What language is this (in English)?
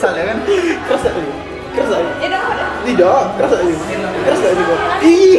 Musi